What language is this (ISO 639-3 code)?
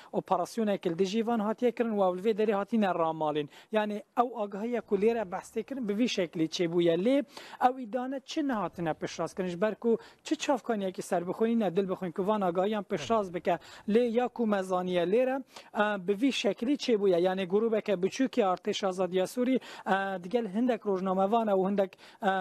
kur